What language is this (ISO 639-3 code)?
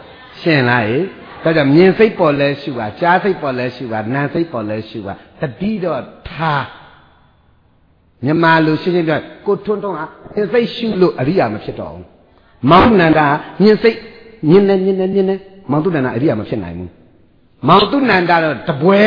mya